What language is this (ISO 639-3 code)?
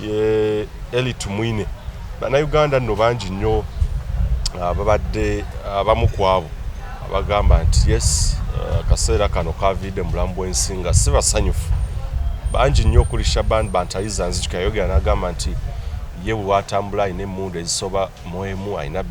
lug